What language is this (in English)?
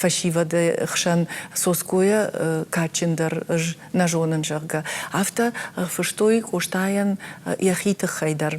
Ossetic